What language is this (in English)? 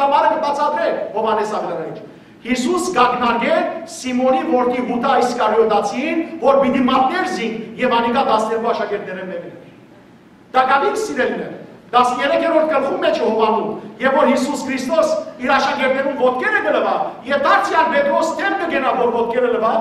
Western Armenian